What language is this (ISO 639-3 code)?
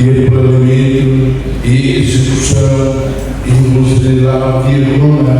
tet